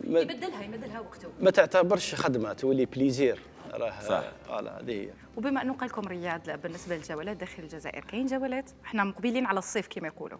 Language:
Algerian Arabic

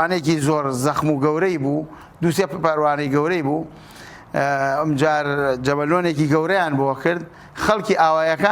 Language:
Central Kurdish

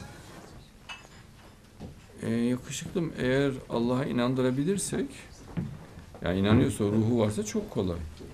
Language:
Turkish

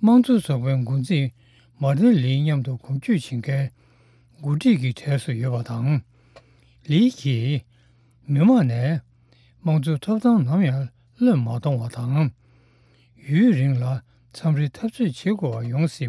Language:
Tibetan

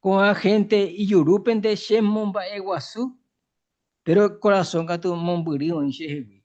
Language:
Guarani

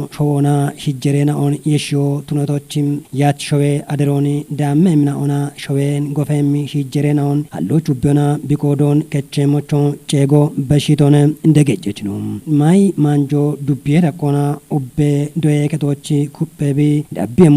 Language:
Kafa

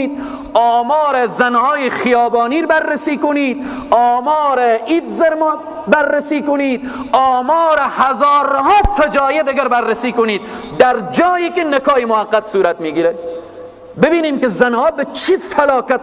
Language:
Persian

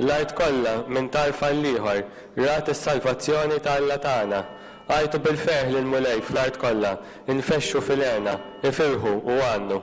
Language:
Maltese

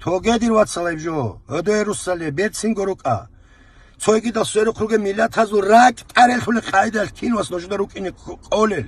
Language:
Avaric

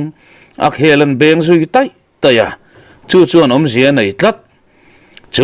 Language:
Mizo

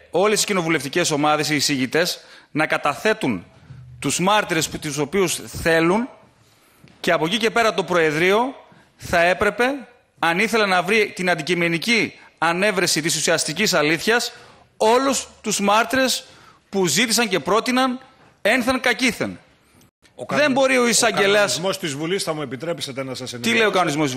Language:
Greek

